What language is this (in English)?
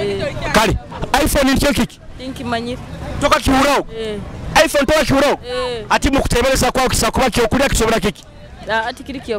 Nyoro